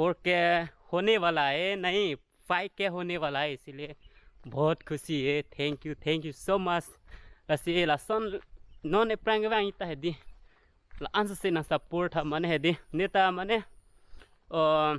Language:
Karbi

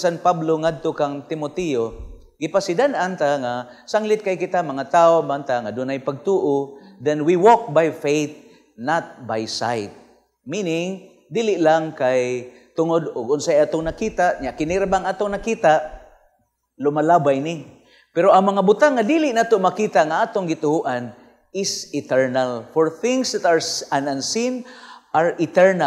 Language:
Cebuano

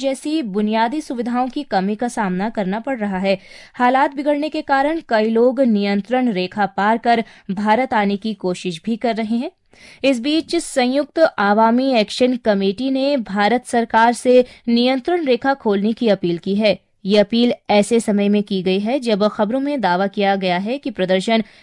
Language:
Hindi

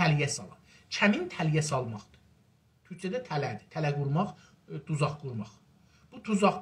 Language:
South Azerbaijani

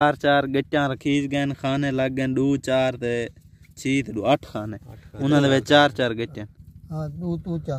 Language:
Saraiki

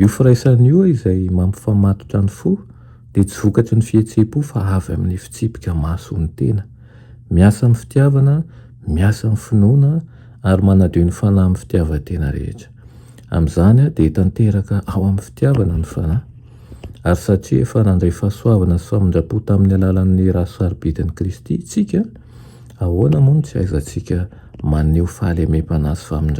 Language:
Malagasy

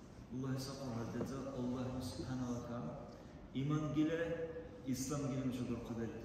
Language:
Dargwa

